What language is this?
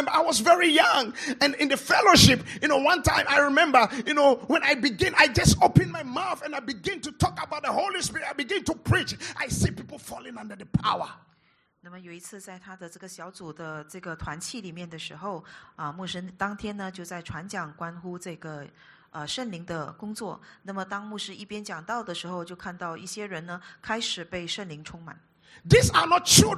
English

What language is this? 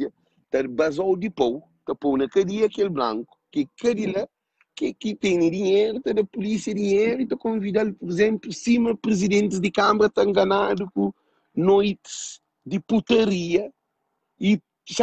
Kabuverdianu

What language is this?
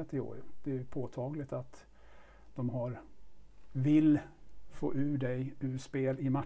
Swedish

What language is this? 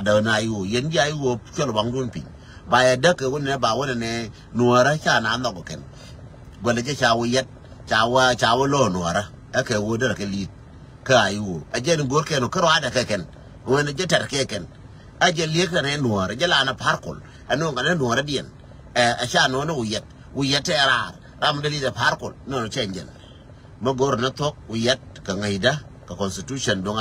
Nuer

